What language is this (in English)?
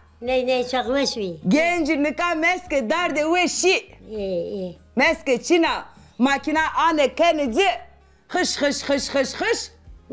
Zaza